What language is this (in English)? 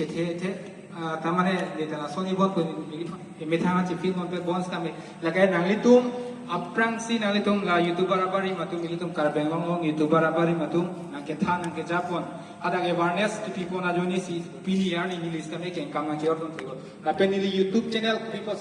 Karbi